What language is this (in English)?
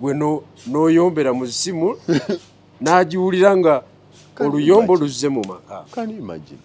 Ganda